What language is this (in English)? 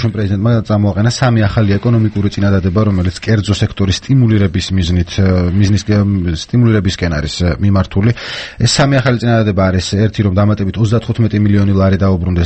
Georgian